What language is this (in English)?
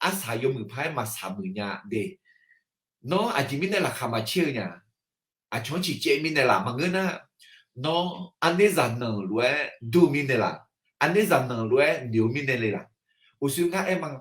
Akha